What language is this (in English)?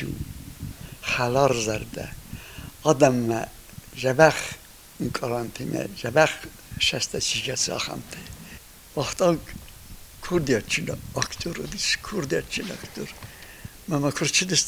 Ossetic